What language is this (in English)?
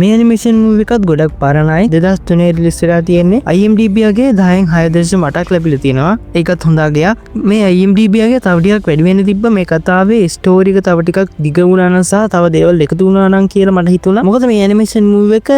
Sinhala